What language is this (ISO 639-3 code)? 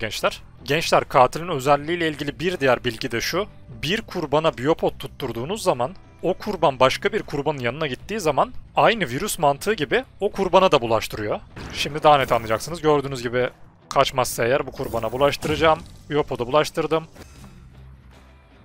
tur